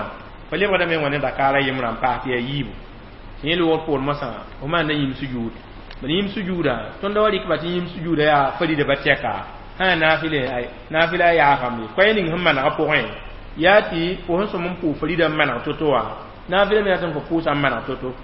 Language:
Mossi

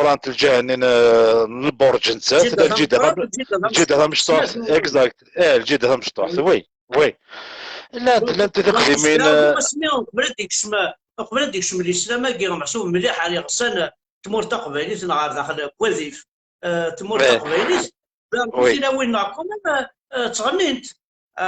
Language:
Kabyle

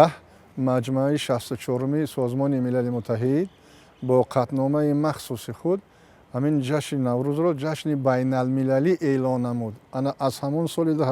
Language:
Tajik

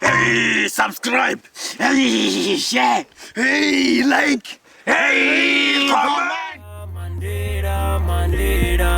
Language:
Venda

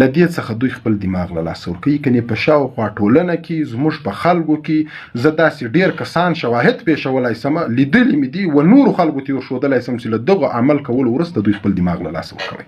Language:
Pashto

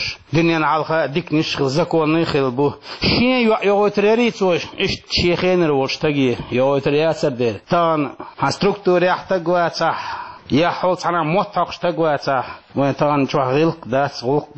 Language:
Chechen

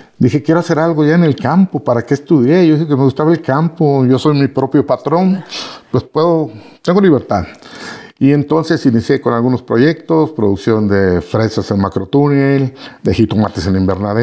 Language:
Spanish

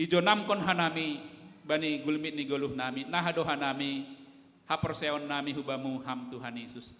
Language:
Batak Simalungun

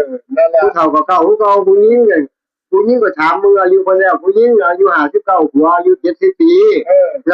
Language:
Northeastern Thai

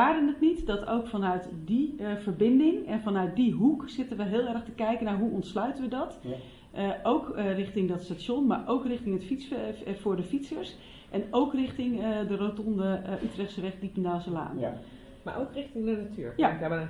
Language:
Dutch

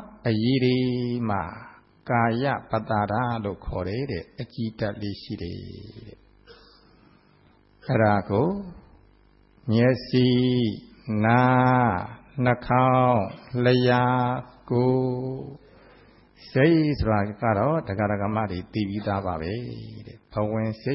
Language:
Burmese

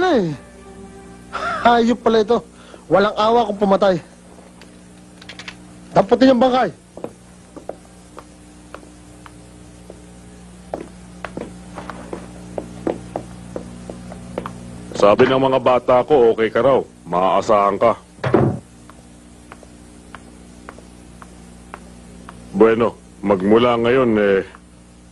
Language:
Filipino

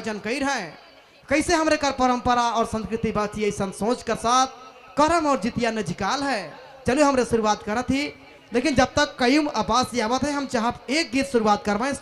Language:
Sadri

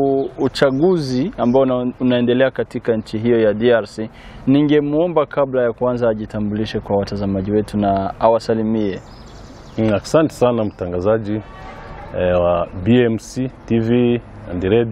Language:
Swahili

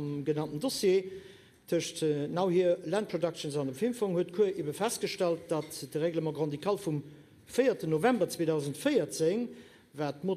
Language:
Luxembourgish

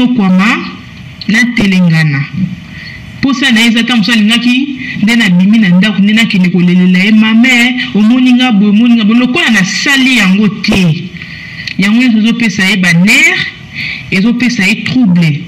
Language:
Lingala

